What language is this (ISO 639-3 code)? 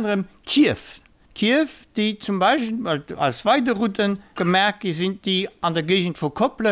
ltz